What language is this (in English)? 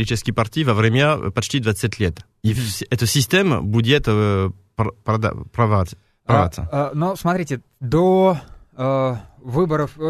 Russian